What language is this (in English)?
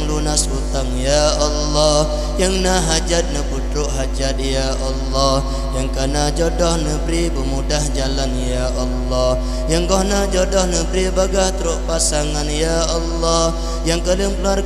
Achinese